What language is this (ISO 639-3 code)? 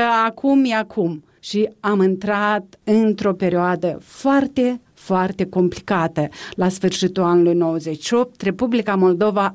ron